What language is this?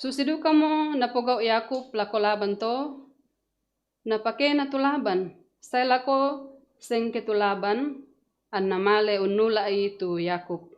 Toraja-Sa'dan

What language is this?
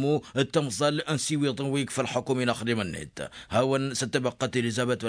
Tamasheq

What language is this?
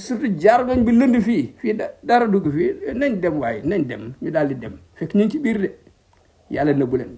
Wolof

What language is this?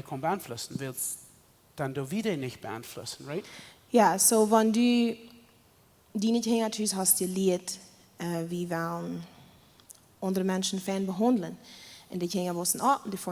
Plautdietsch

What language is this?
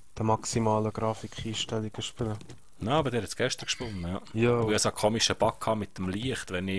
Swiss German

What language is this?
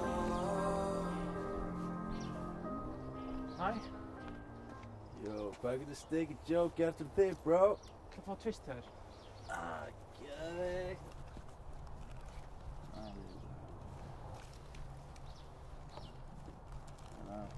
Icelandic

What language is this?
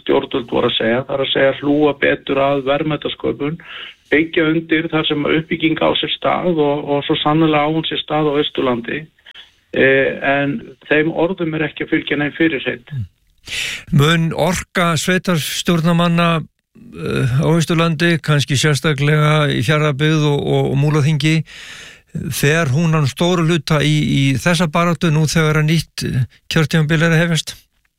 Icelandic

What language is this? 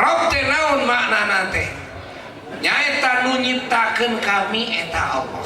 Sundanese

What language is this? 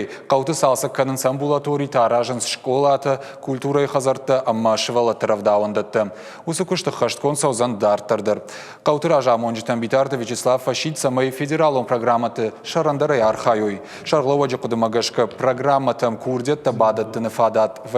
Ossetic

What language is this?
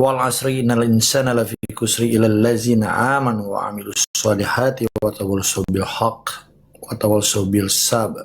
Achinese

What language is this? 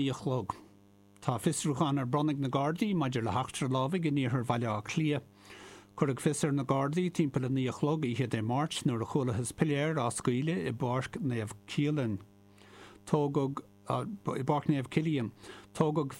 Irish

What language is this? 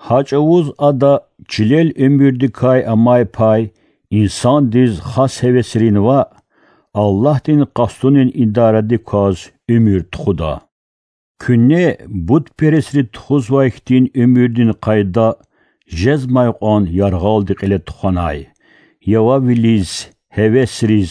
Lezghian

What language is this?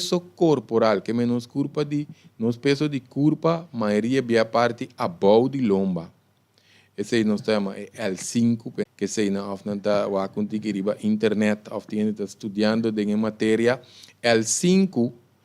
Papiamento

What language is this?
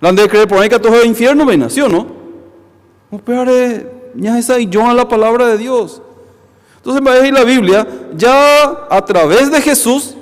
Guarani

